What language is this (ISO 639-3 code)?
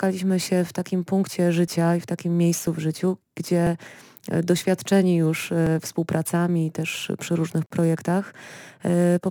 pol